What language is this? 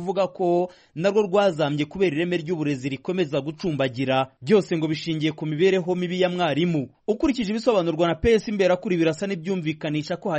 Kinyarwanda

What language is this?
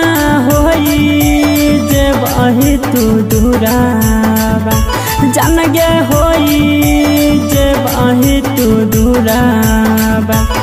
Bhojpuri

